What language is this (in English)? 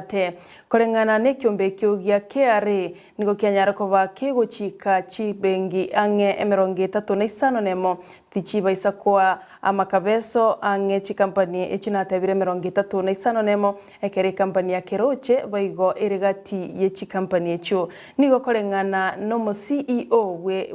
Gusii